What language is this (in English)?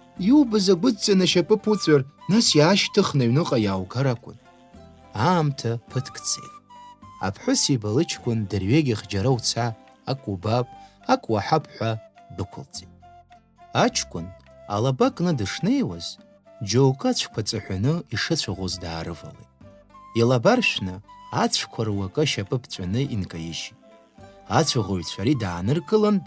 Abkhazian